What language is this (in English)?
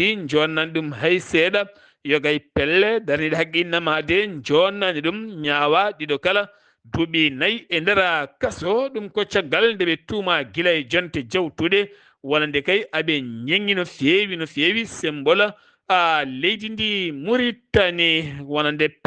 Fula